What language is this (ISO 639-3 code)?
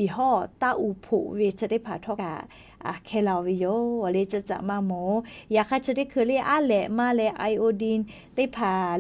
lhu